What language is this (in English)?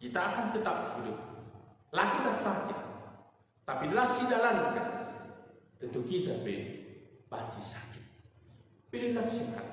Batak Karo